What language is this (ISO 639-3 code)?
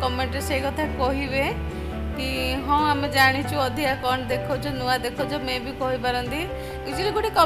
ori